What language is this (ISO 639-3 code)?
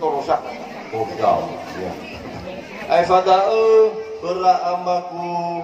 nia